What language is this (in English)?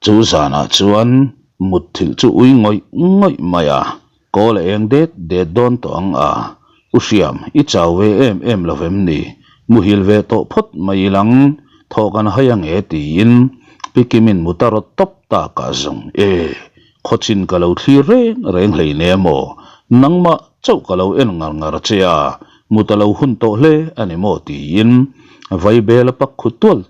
Mizo